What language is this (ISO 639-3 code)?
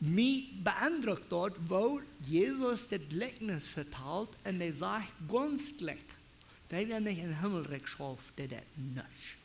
pdt